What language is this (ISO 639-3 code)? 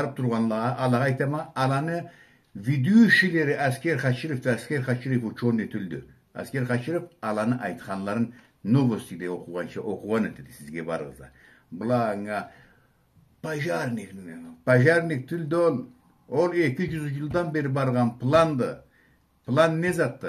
krc